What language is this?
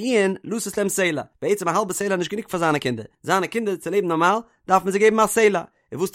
Yiddish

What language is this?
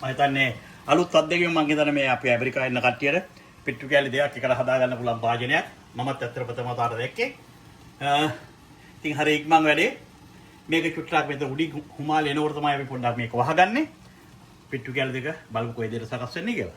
Sinhala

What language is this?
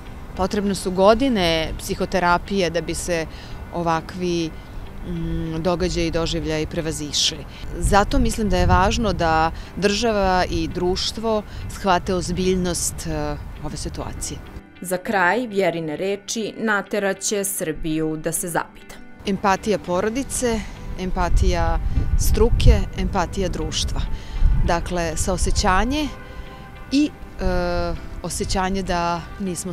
Serbian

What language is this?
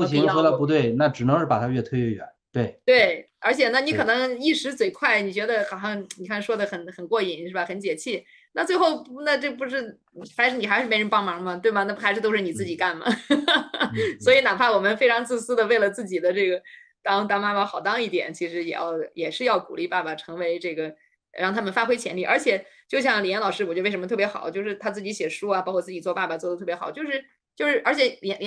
Chinese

